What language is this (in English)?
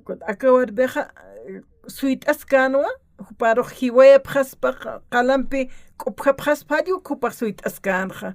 Aymara